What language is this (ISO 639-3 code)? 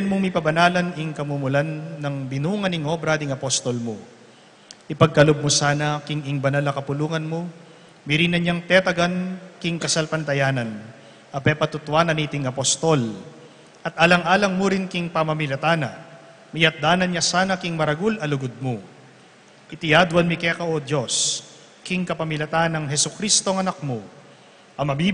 pam